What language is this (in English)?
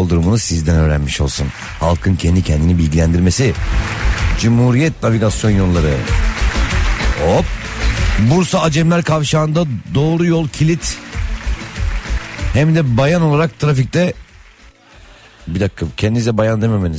Turkish